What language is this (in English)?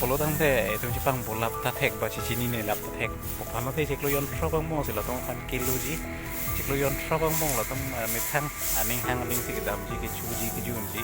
Karbi